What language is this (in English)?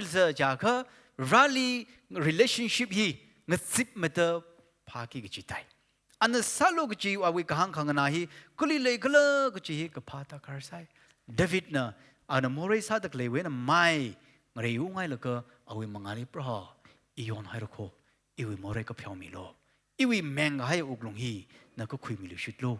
Tangkhul Naga (India)